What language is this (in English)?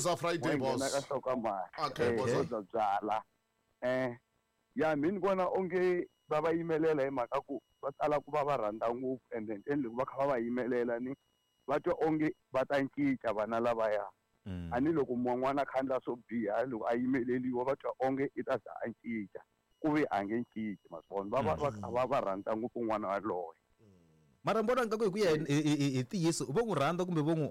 Tsonga